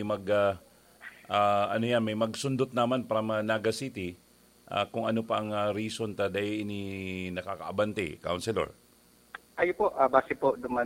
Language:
Bikol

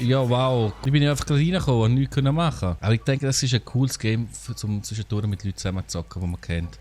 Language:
Swiss German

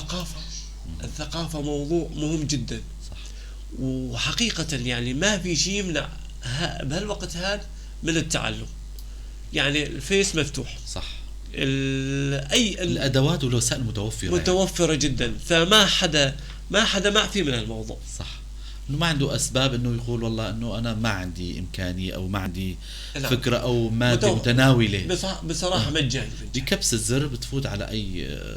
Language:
North Levantine Arabic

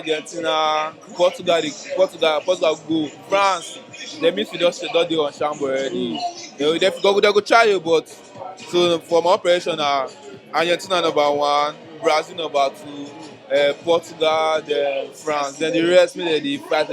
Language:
Nigerian Pidgin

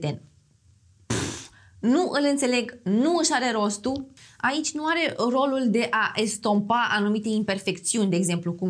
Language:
Romanian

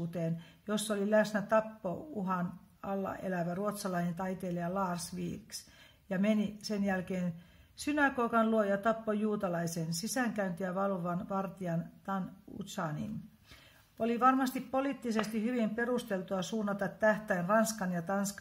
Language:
Finnish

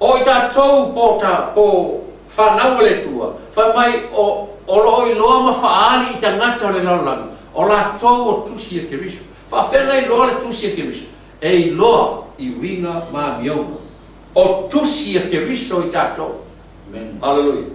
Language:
Samoan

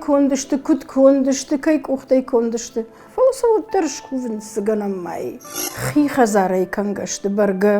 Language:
Ossetic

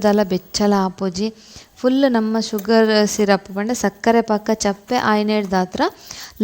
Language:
Tulu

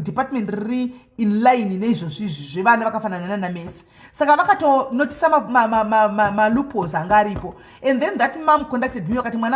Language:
Shona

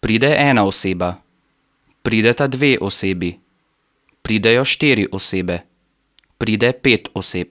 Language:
Slovenian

